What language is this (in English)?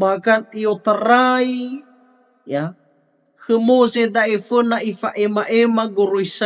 Nias